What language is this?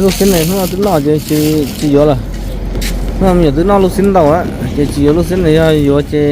Hmong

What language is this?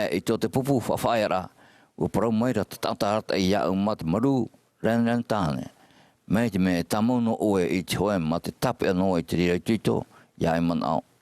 Tahitian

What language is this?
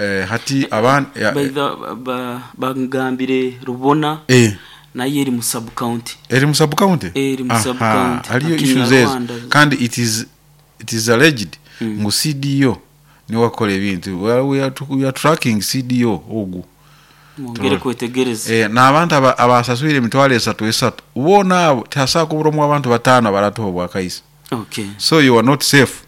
Nyoro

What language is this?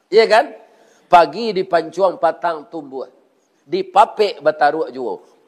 Minangkabau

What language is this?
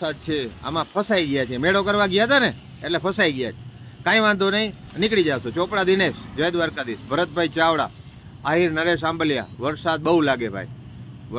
Gujarati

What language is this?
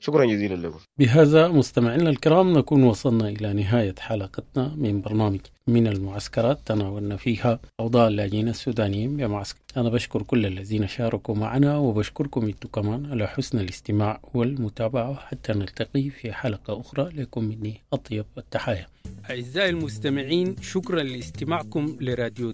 Sudanese Arabic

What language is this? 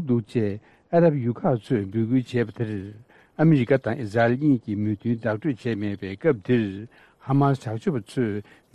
Tibetan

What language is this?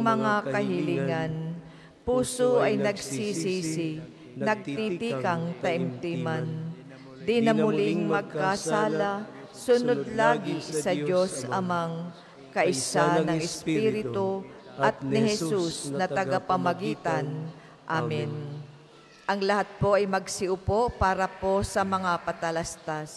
Filipino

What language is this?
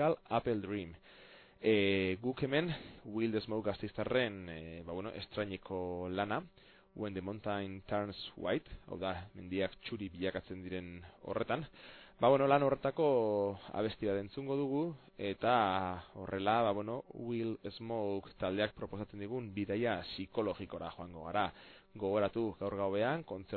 Basque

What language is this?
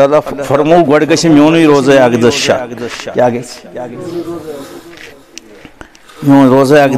Kashmiri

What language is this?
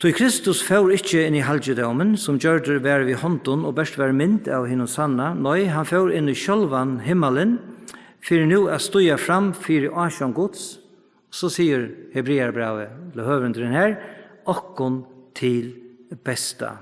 Faroese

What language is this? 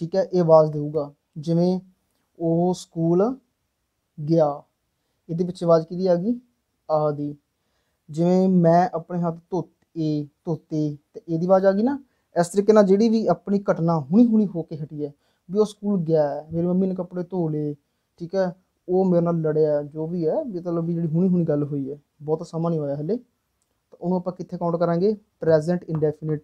Punjabi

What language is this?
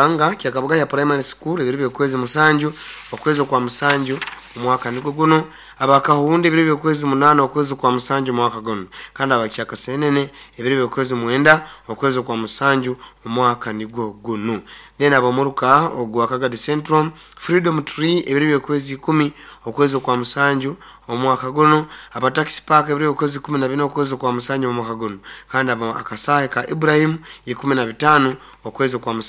Nyoro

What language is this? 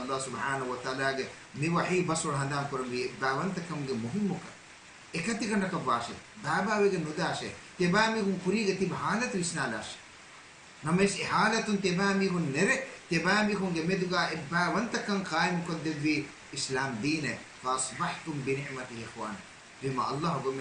Divehi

